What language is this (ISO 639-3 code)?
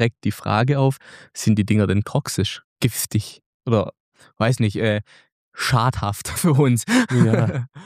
deu